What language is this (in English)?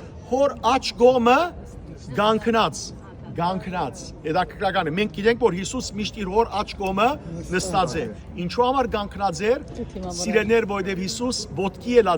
Western Armenian